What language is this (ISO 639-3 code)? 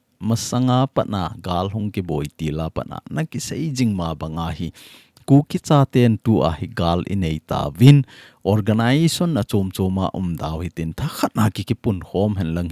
tcz